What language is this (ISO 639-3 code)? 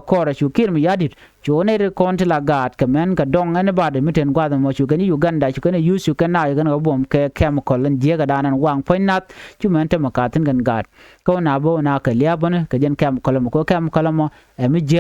nus